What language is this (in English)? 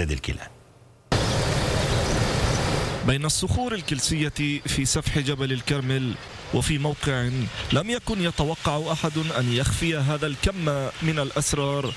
Arabic